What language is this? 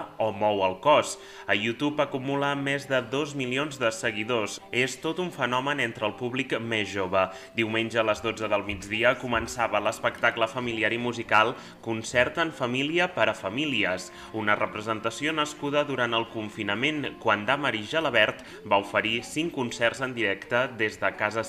Catalan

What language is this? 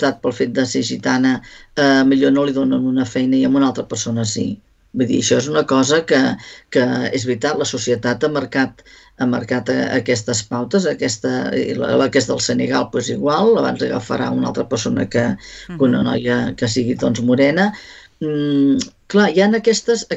Catalan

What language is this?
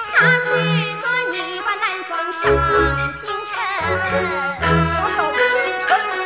Chinese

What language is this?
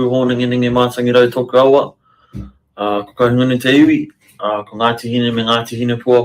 Māori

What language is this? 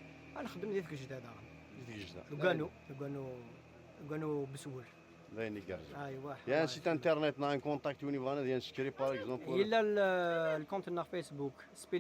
Kabyle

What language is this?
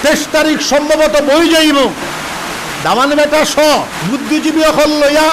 Sylheti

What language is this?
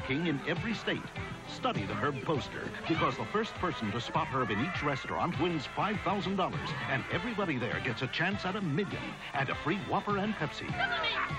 English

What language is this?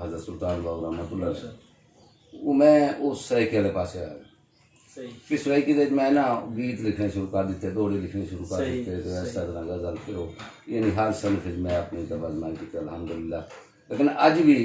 Saraiki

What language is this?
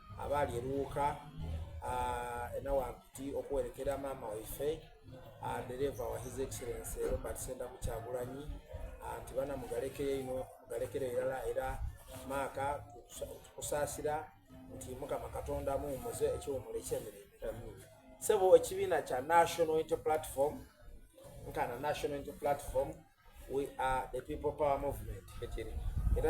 Soga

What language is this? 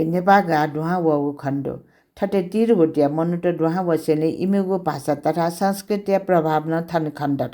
Newari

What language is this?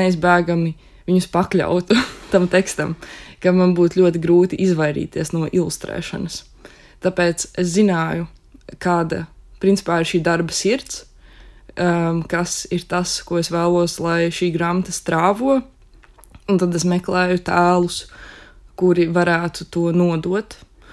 Latvian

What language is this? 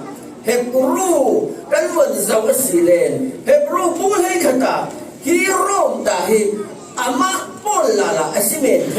Falam Chin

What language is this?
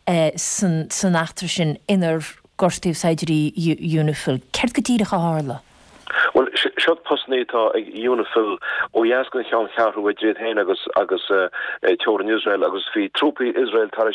Irish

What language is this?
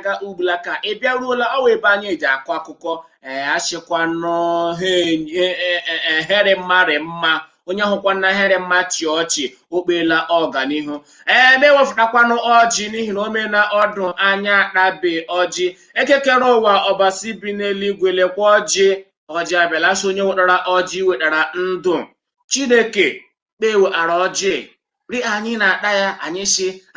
Igbo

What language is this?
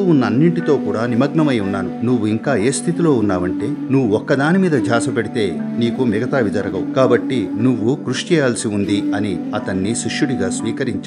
Telugu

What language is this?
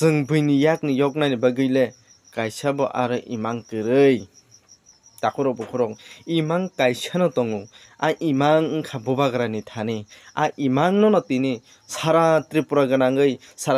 Kok Borok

